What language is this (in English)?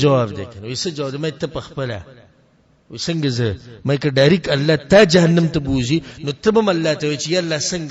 Pashto